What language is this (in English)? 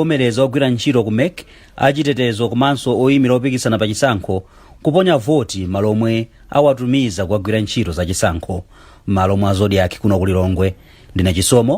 Nyanja